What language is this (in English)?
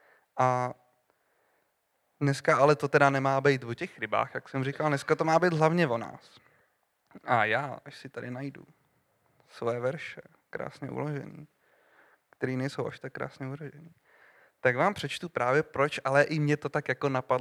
Czech